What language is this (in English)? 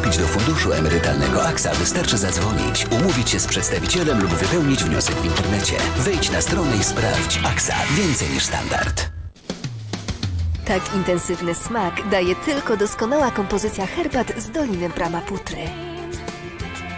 Polish